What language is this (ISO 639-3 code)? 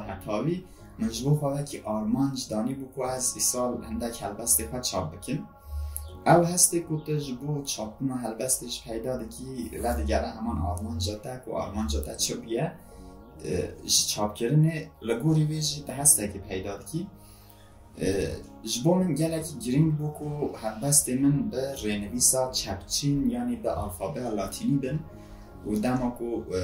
kur